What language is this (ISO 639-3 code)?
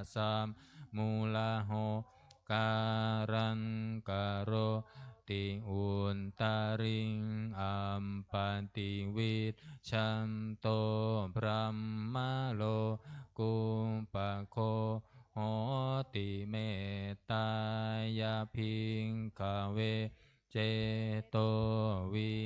pli